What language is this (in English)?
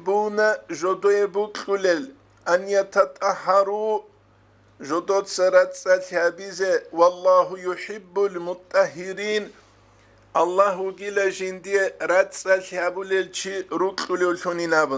Avaric